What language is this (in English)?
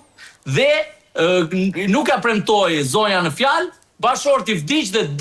Albanian